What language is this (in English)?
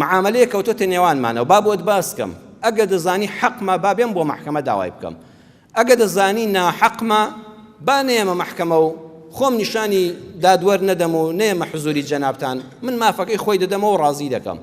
Central Kurdish